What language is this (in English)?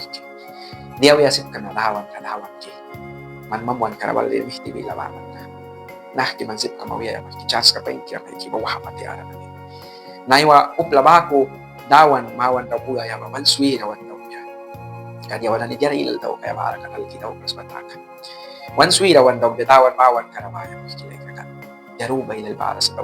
Mískito